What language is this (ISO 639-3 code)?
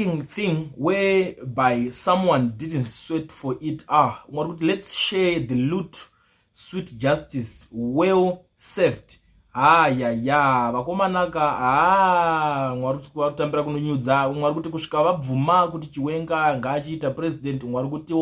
sna